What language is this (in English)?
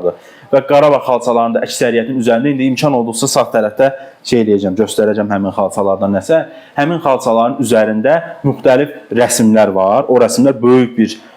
Azerbaijani